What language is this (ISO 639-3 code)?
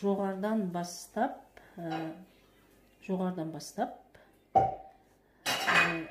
kaz